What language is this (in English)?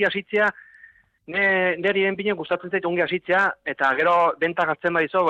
Basque